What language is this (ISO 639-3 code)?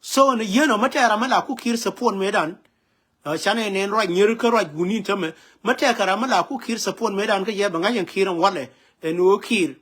nus